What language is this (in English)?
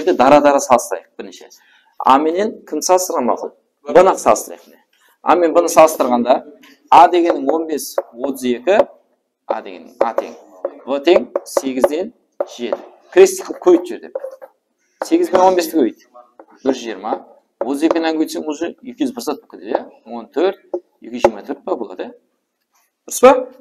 Kara-Kalpak